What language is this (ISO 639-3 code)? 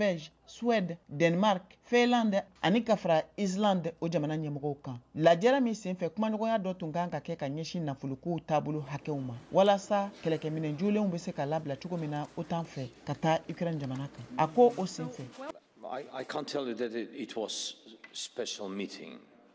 bam